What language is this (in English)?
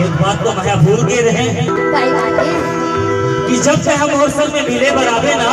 Chhattisgarhi